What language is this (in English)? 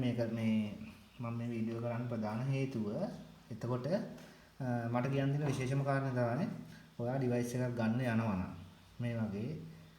Sinhala